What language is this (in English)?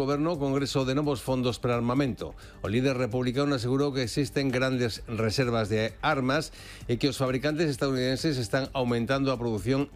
Galician